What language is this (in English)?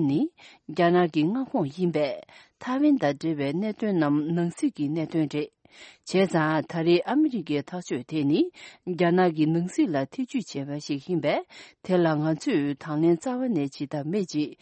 Tibetan